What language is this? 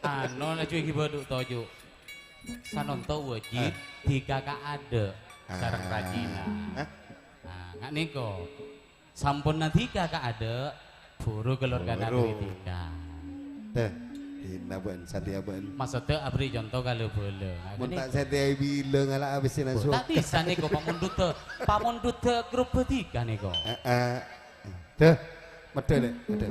Madurese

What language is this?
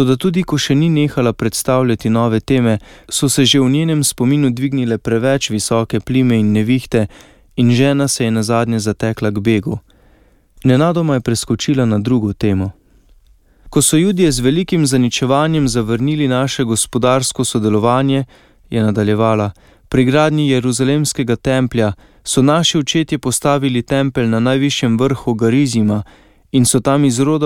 Slovenian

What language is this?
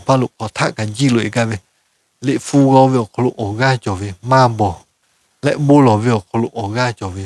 Lahu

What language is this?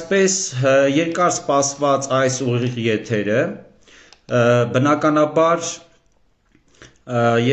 Armenian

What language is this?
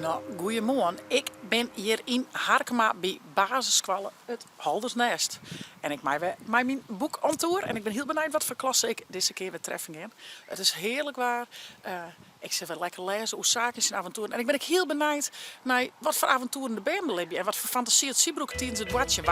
Western Frisian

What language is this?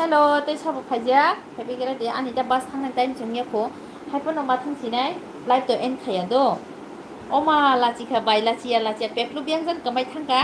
Kok Borok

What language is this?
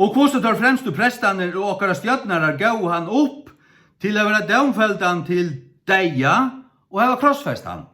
Faroese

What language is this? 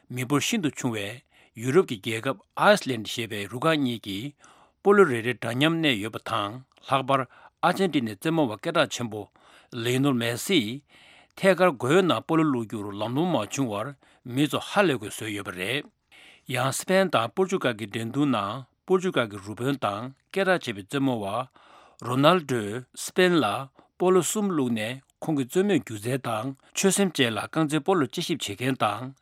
Tibetan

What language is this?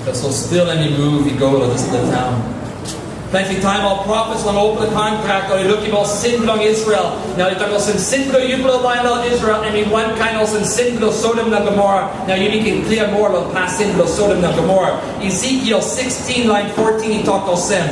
Tok Pisin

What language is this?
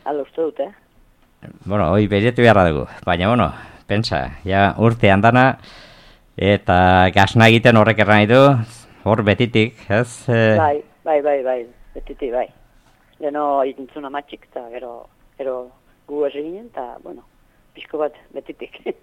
Basque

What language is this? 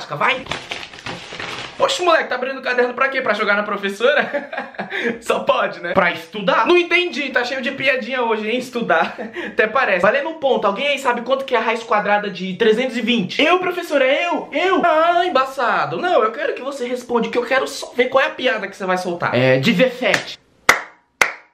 Portuguese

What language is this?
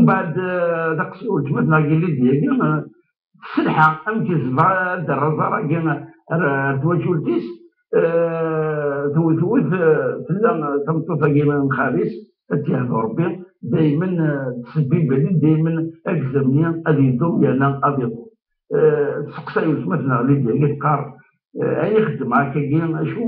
Kabyle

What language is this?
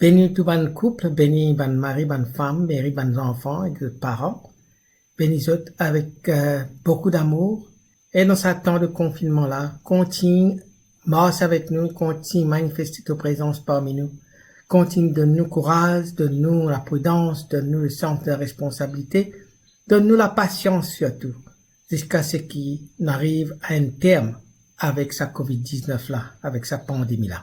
Morisyen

